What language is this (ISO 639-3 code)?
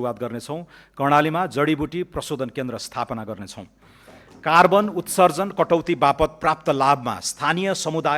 nep